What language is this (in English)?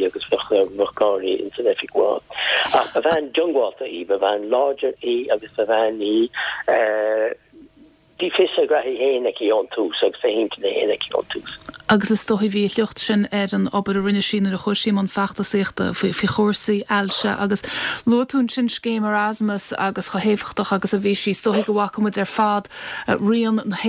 Irish